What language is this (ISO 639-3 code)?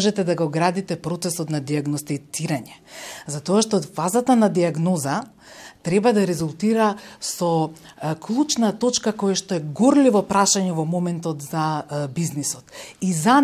mkd